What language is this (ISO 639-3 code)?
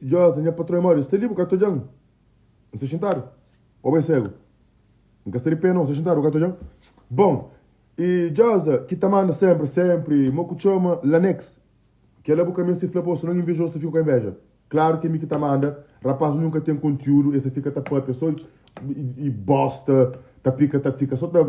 kea